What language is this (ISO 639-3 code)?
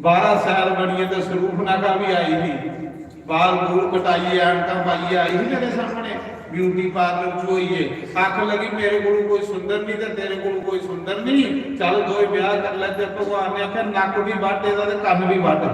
doi